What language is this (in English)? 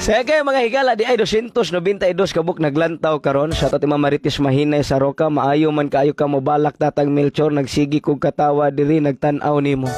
Cebuano